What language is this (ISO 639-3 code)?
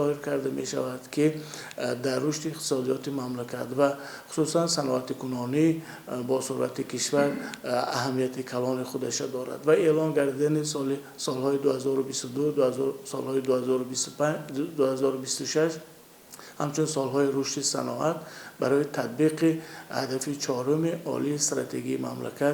tgk